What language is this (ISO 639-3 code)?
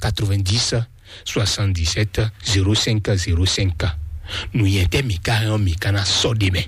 fon